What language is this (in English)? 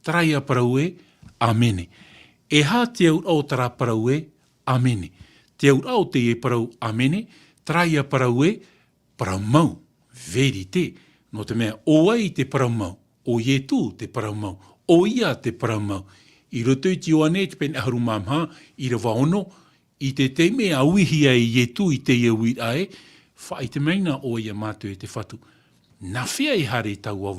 Tahitian